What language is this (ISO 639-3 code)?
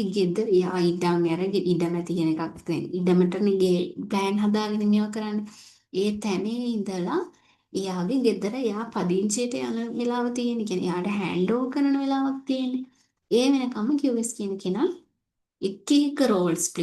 sin